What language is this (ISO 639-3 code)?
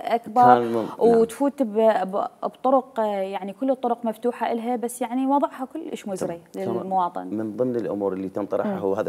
acm